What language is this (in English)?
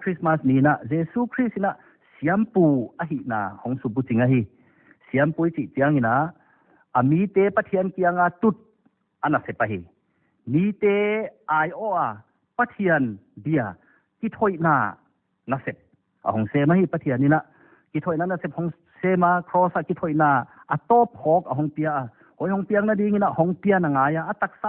Paite Chin